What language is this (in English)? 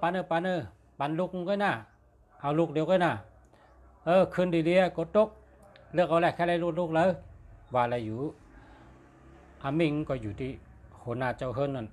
Shan